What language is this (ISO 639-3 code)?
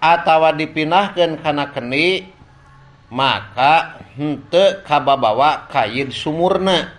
sun